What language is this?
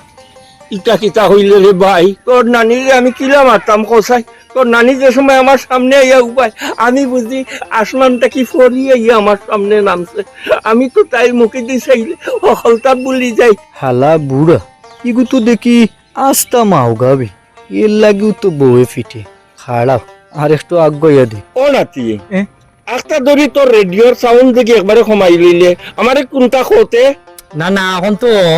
Sylheti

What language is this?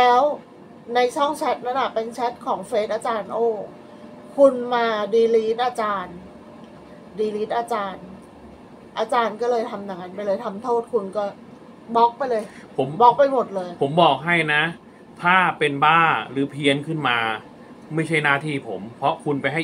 Thai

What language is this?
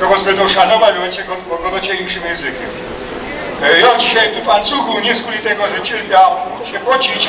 Silesian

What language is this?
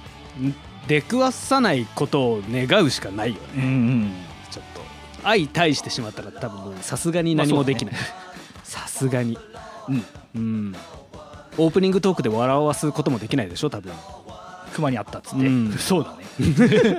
Japanese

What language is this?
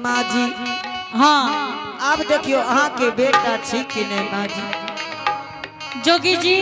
Angika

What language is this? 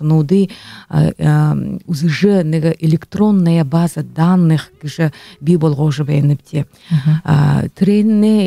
Buriat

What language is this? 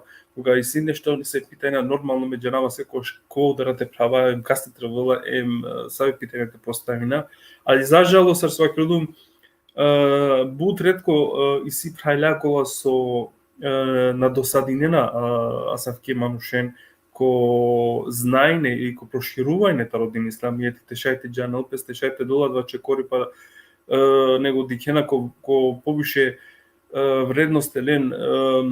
Balkan Romani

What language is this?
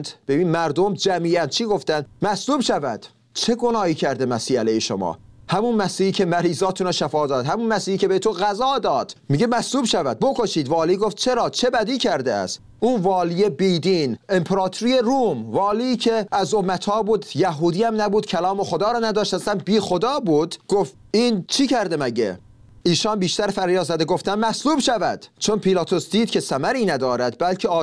Persian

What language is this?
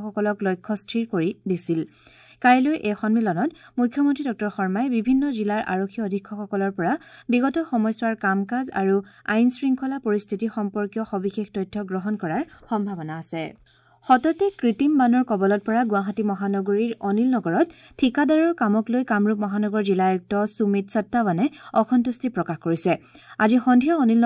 Assamese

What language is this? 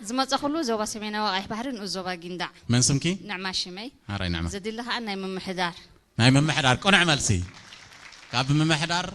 Tigrinya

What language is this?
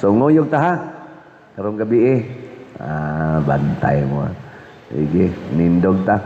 Cebuano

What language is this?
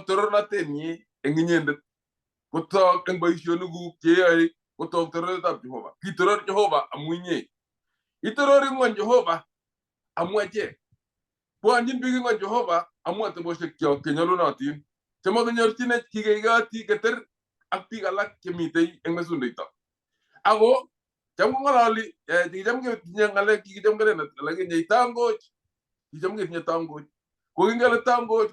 Kalenjin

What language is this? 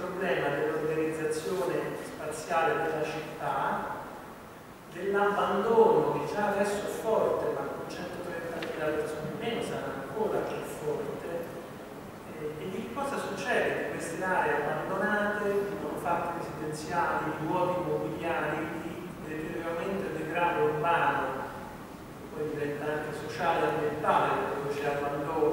Italian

